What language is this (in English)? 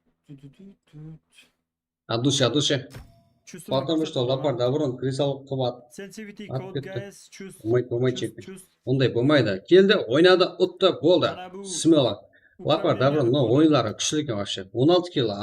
Kara-Kalpak